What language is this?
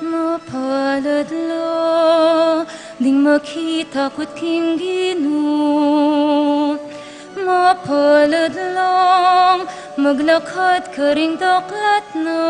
Pampanga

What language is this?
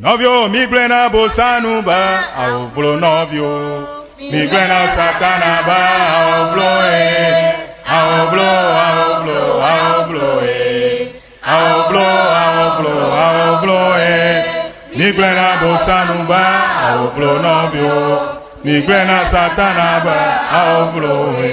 Ewe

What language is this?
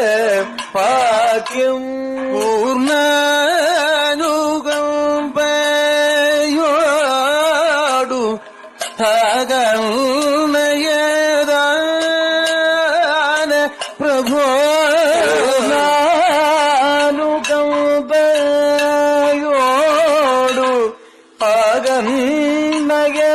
Malayalam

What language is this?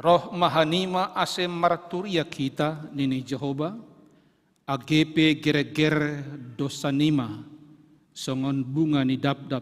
Batak Simalungun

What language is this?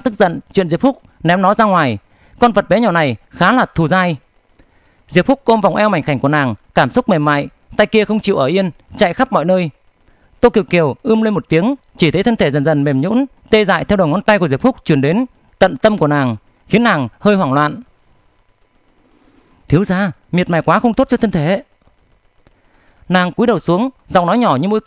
Vietnamese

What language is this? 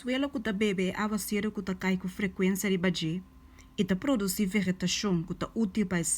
Papiamento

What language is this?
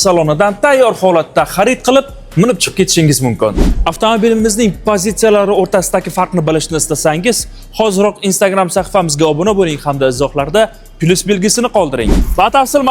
Uzbek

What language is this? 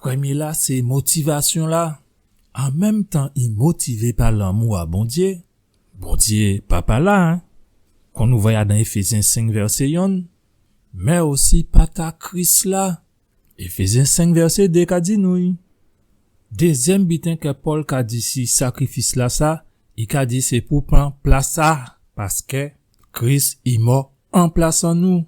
Guadeloupean Creole French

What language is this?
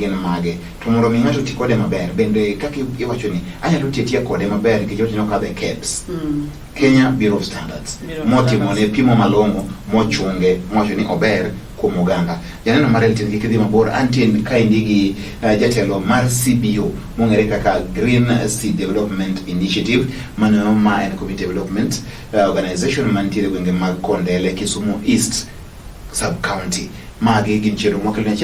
Luo (Kenya and Tanzania)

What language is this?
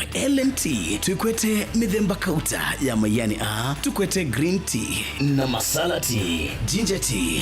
Kamba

